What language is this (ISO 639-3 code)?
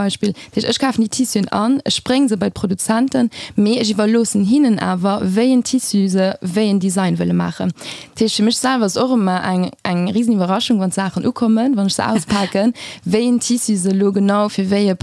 ltz